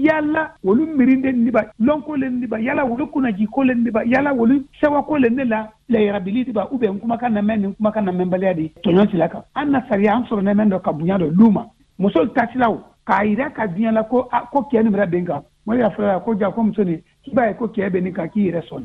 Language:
Bambara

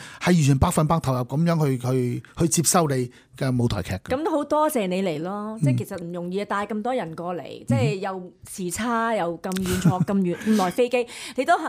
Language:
Cantonese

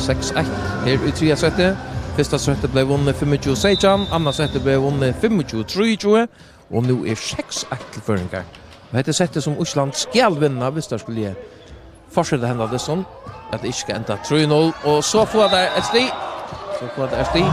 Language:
Faroese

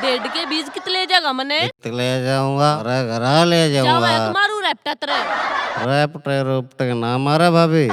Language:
Haryanvi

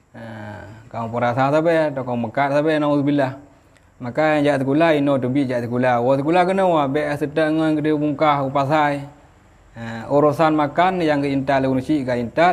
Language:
Achinese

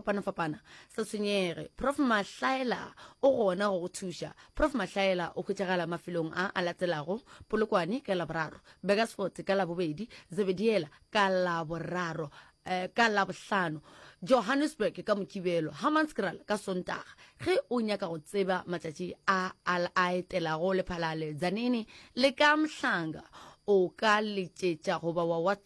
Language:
Northern Sotho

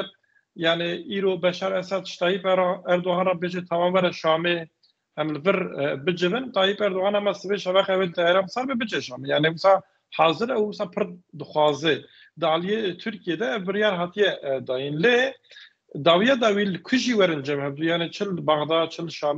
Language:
Kurdish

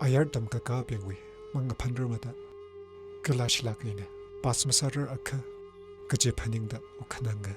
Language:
Tangkhul Naga (India)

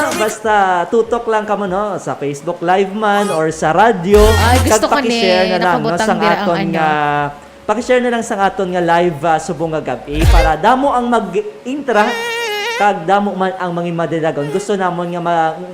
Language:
Hiligaynon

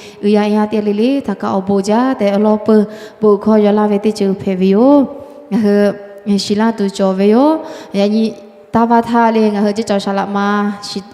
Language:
Lahu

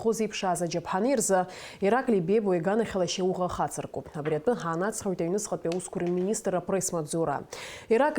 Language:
Abkhazian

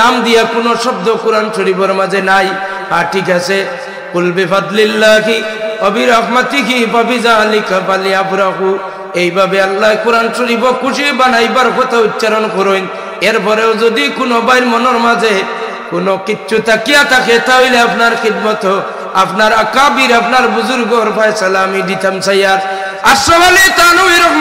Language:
Sylheti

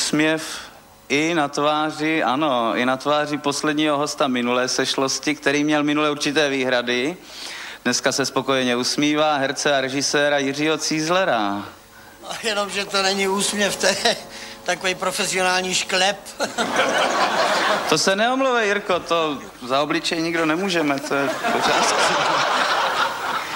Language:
Czech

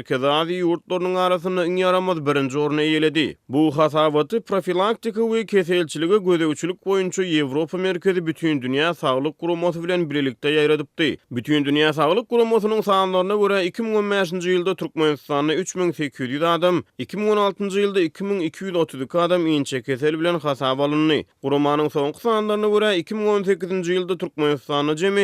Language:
Turkmen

